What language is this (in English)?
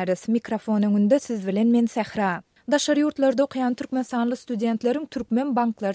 Turkmen